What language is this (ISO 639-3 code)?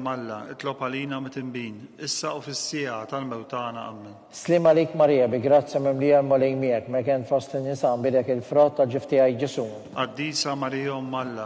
mlt